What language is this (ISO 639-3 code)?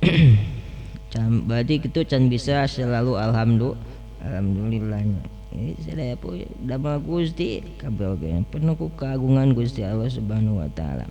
sun